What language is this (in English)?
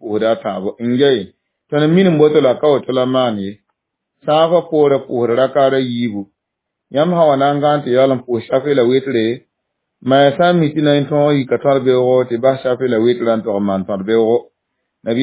Mossi